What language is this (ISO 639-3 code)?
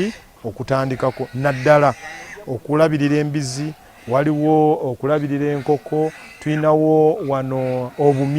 lug